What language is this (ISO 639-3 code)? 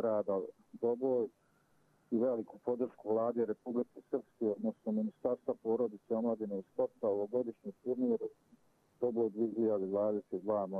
hrv